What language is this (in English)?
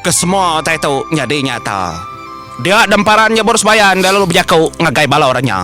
Iban